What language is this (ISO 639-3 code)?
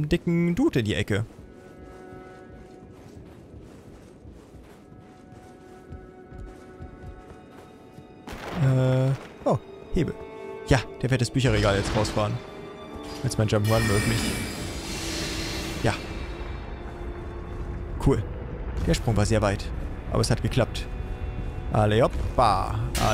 deu